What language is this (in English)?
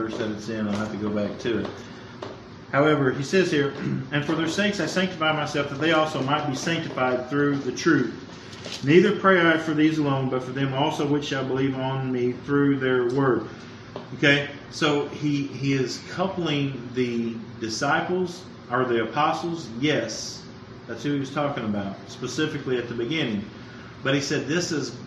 English